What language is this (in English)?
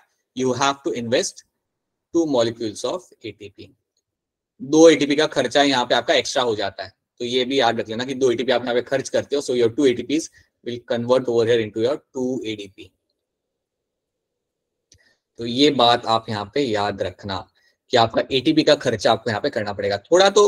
Hindi